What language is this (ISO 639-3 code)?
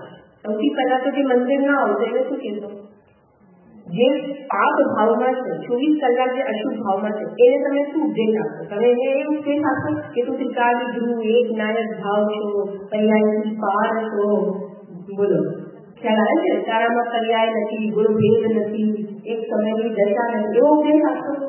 guj